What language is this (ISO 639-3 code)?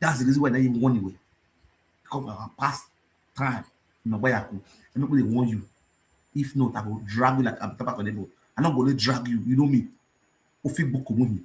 pcm